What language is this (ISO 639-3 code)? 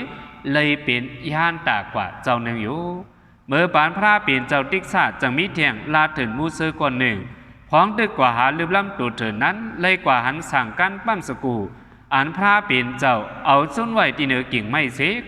shn